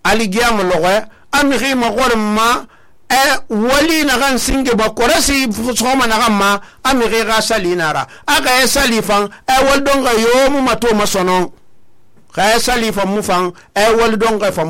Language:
Susu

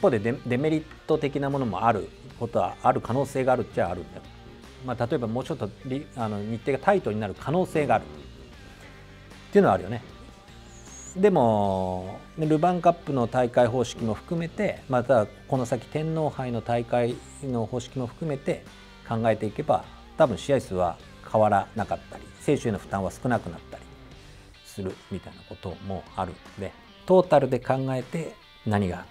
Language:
Japanese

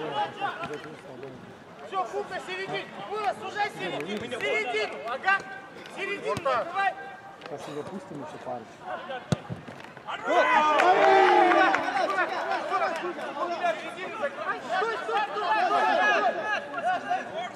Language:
Russian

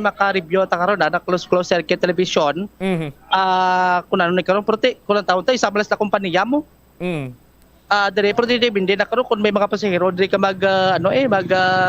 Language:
Hiligaynon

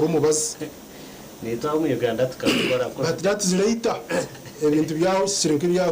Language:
Nyankole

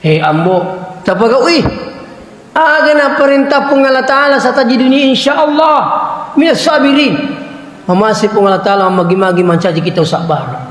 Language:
Buginese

